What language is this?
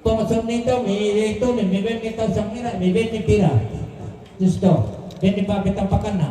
Toraja-Sa'dan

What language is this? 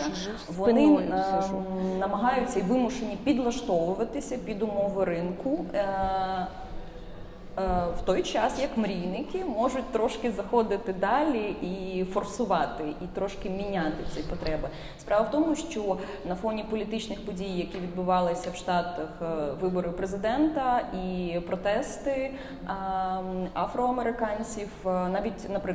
Ukrainian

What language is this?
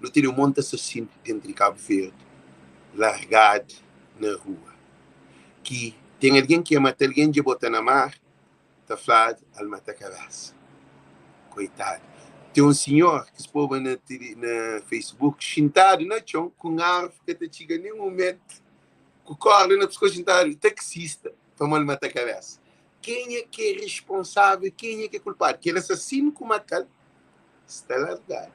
Kabuverdianu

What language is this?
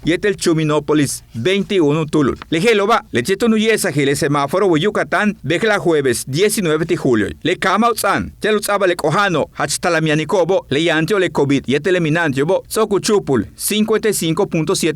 Yucateco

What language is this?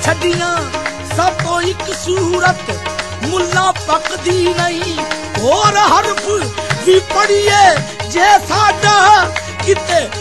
Punjabi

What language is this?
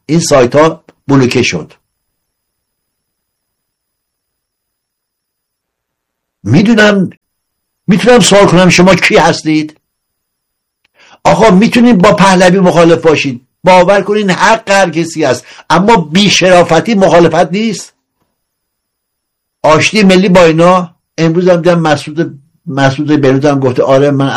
Persian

